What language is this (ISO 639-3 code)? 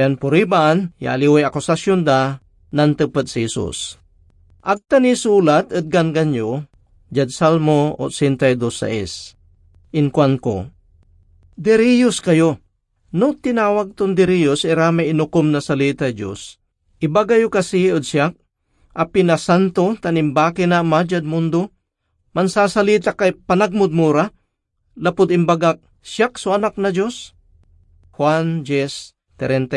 pag